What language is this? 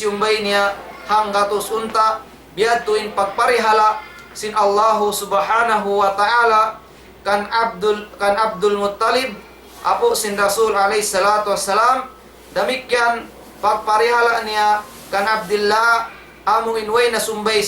Tausug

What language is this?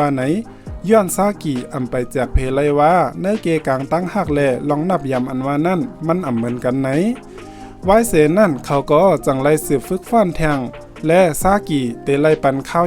Shan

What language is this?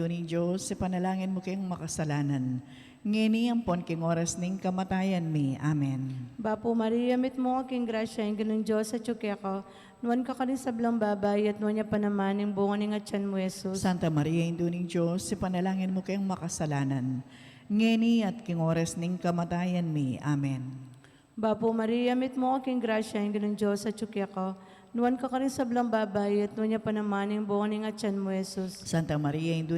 Pampanga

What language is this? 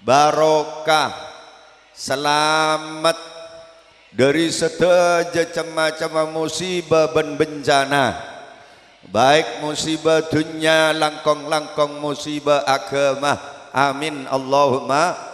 Madurese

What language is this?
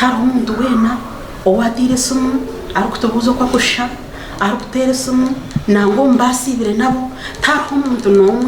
Nyankole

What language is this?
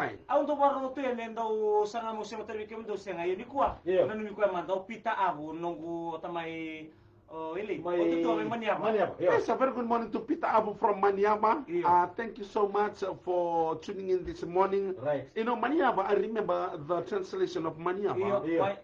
Fijian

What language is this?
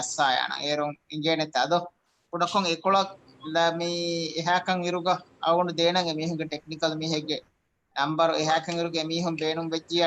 Divehi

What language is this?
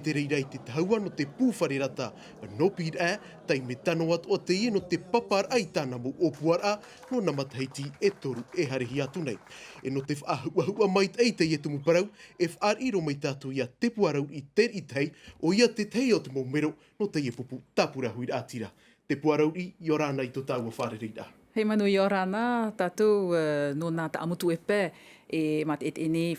Tahitian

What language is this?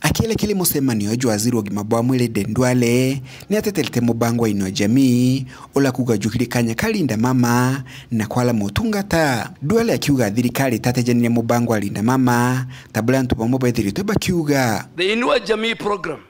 Meru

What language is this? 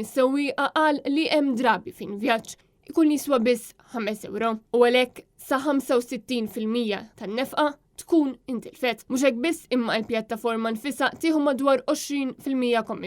Maltese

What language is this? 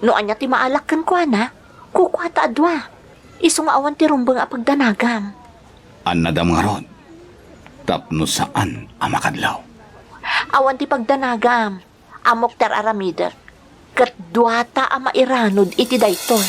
Iloko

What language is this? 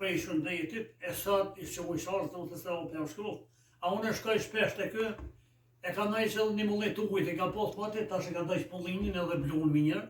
Albanian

